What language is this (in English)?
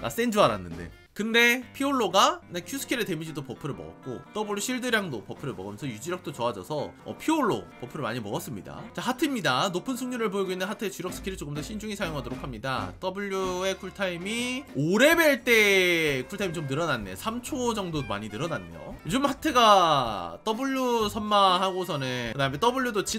Korean